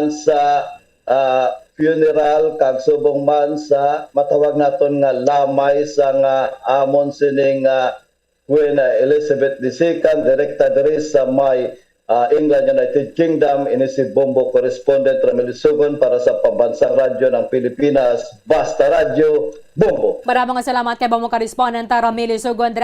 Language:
Hiligaynon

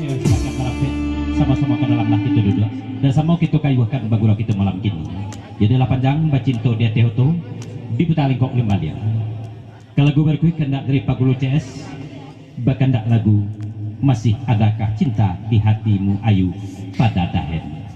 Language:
Minangkabau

